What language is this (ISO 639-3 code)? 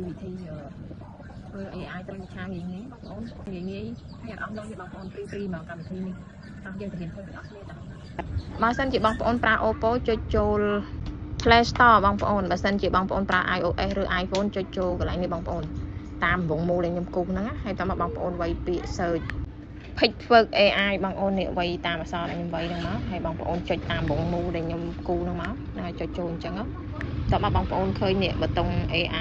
khm